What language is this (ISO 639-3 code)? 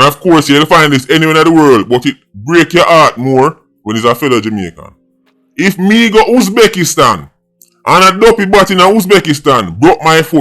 jam